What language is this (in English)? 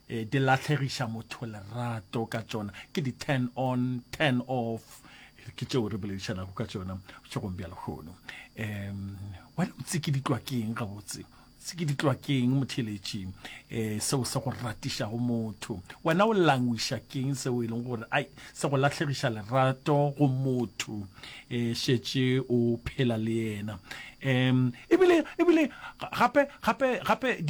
Northern Sotho